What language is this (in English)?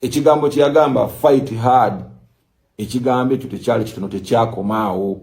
Ganda